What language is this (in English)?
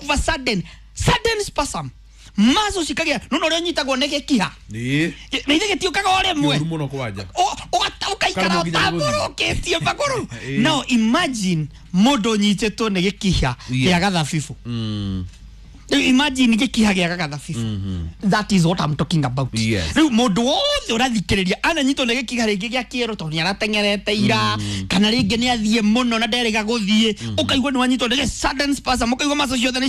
Kikuyu